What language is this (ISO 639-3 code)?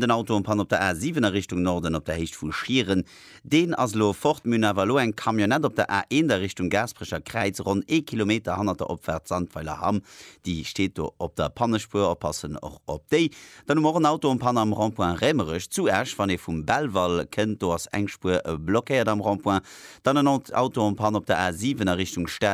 ltz